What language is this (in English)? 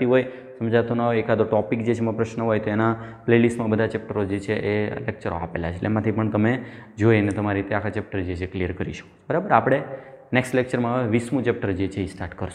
Gujarati